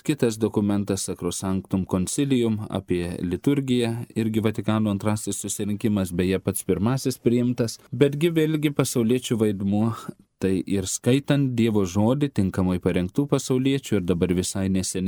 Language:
Lithuanian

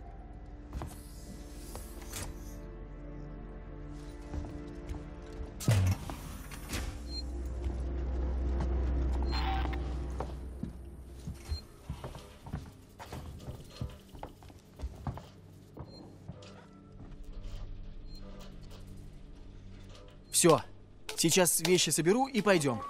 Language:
Russian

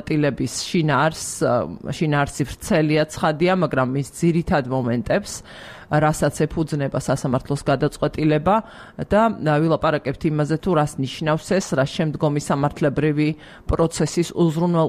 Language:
Georgian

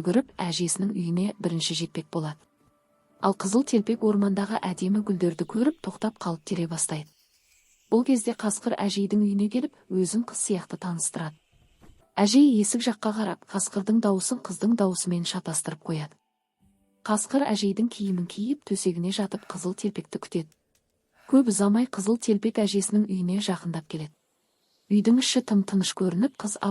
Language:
Kazakh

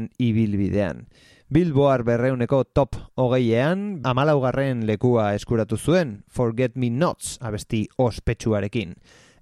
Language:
Basque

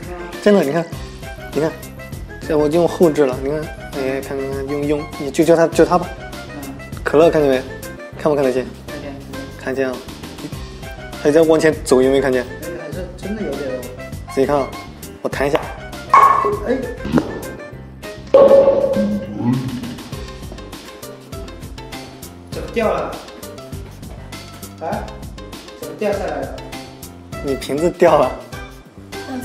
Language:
Chinese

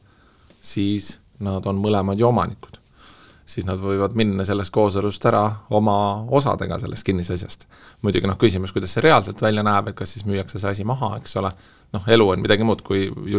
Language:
Estonian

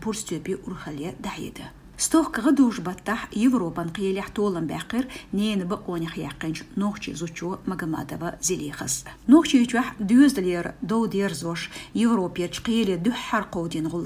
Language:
Chechen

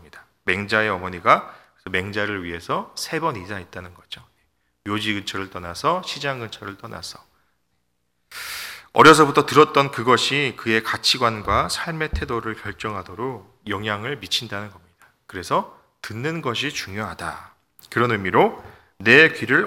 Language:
Korean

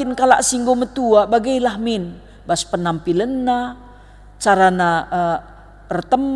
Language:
Batak Karo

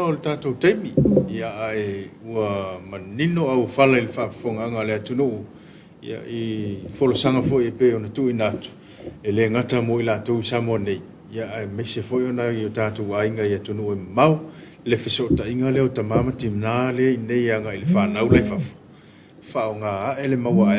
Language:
Samoan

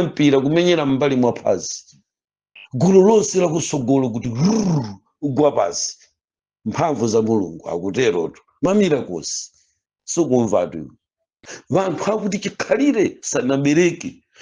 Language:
Nyanja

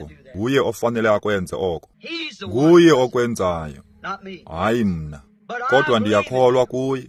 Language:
Xhosa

